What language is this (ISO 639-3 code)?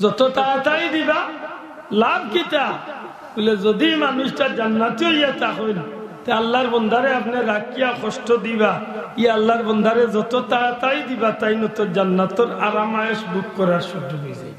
syl